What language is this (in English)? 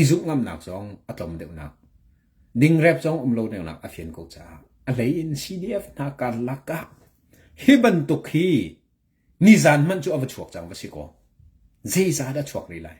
Hakha Chin